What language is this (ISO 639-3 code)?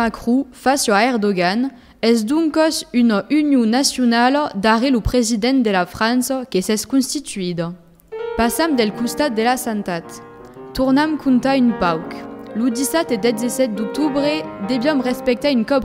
oci